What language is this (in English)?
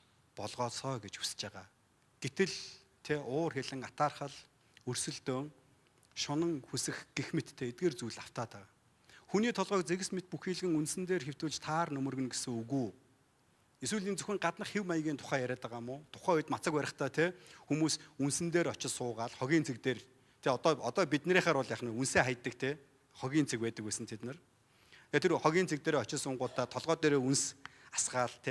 Mongolian